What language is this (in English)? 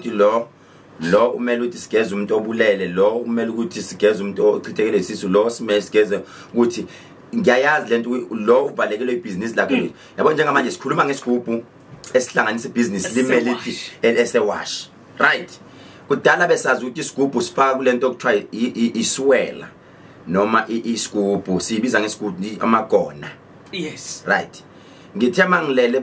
Zulu